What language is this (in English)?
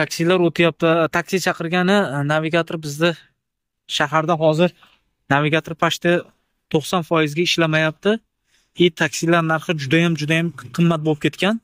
Uzbek